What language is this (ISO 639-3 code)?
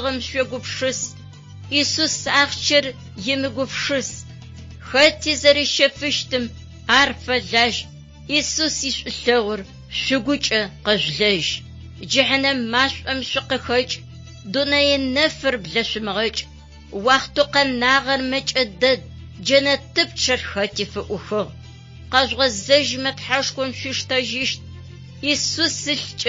ady